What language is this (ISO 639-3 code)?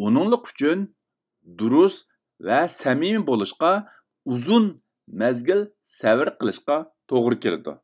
uig